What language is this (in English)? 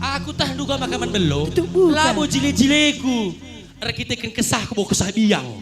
Batak Karo